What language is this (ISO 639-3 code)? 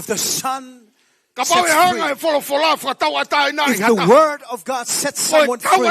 ton